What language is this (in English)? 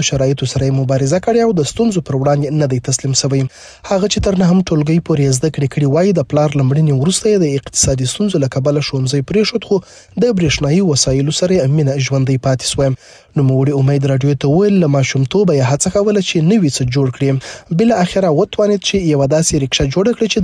Pashto